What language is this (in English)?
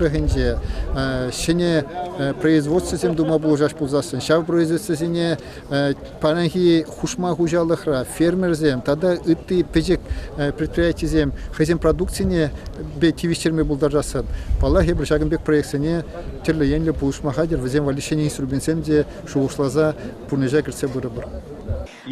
Chuvash